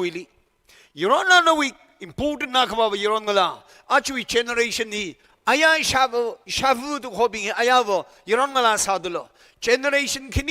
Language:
Tangkhul Naga (India)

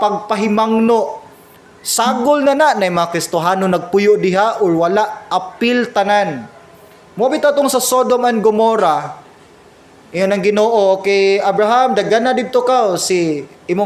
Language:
Cebuano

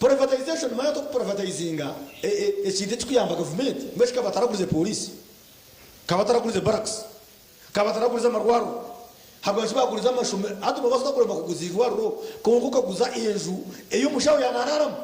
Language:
Nyankole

